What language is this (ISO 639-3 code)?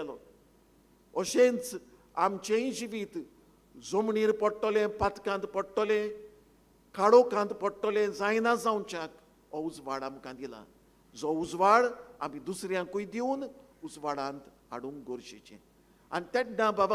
kok